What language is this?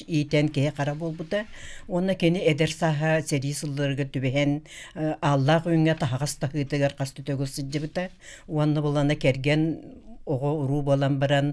Yakut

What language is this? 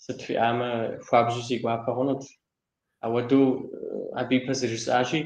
Kabardian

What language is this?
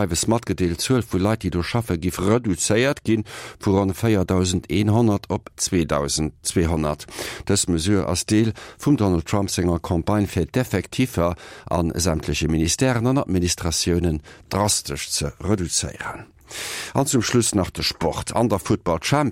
Luxembourgish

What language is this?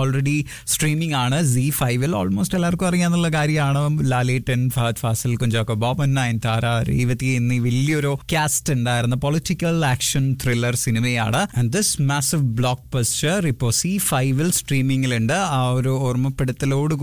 Malayalam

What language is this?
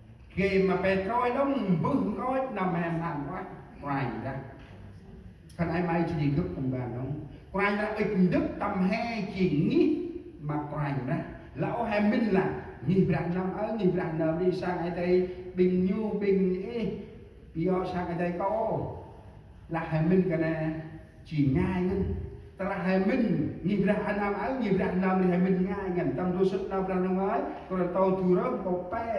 Central Mnong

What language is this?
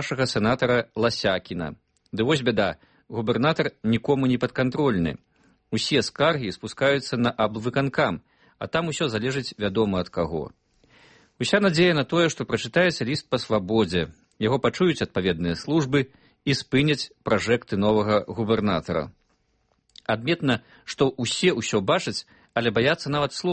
Belarusian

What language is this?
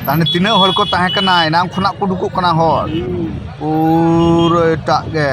Santali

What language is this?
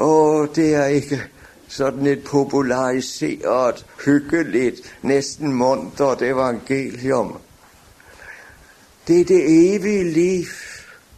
Danish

